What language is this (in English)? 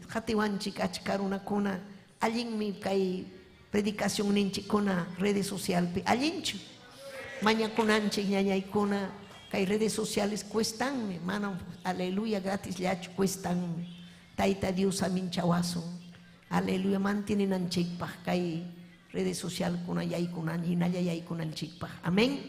Ayacucho Quechua